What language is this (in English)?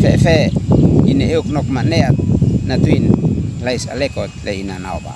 Uab Meto